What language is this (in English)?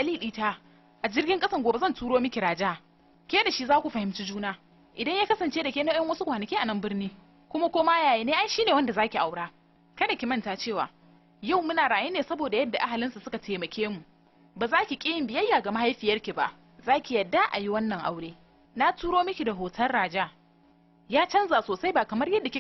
Hausa